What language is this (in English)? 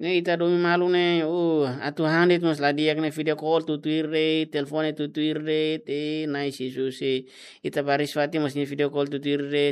Tetum